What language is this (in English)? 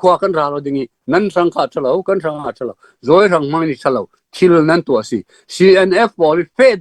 Falam Chin